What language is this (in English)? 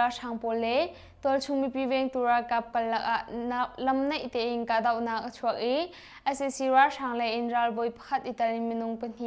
Hakha Chin